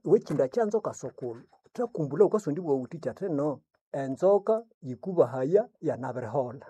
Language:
Nande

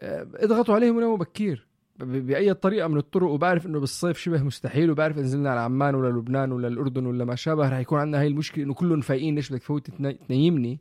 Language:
North Levantine Arabic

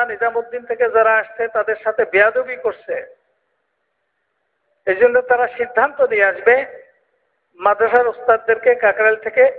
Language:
Bangla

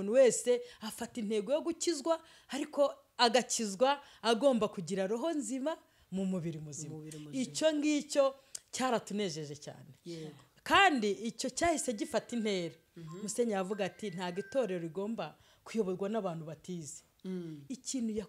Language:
Kinyarwanda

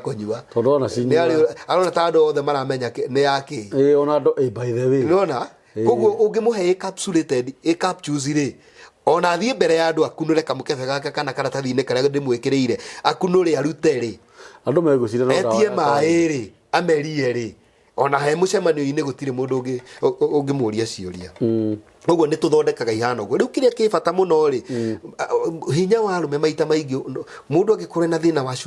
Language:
Kikuyu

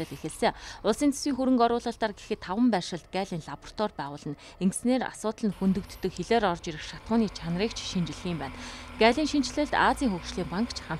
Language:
Mongolian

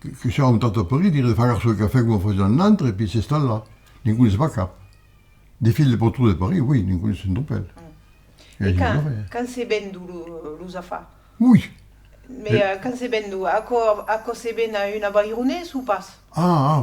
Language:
Occitan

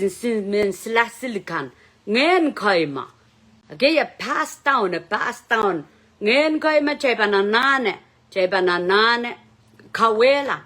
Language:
Pohnpeian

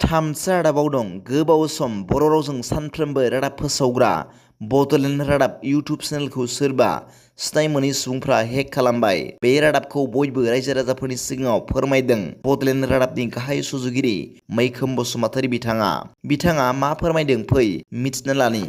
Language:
Bodo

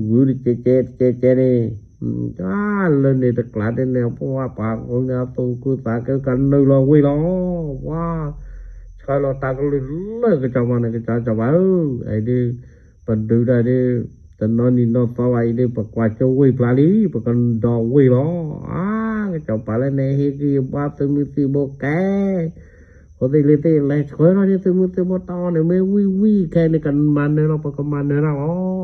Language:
S'gaw Karen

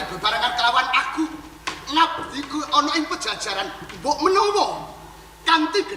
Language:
Javanese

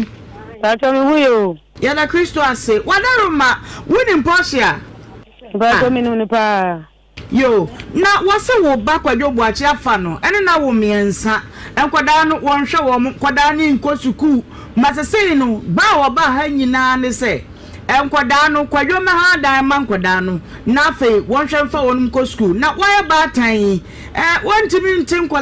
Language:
Akan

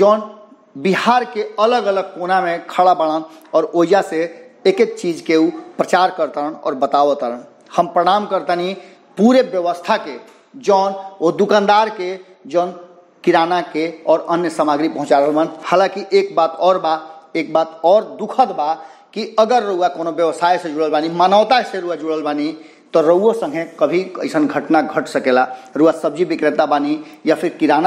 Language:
Bhojpuri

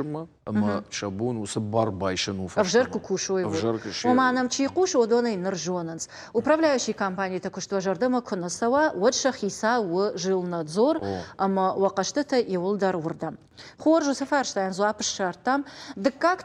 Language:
Ossetic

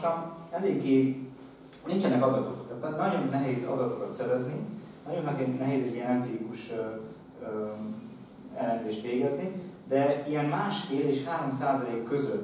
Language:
Hungarian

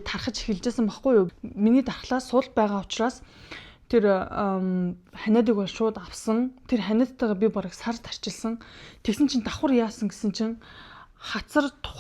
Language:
Mongolian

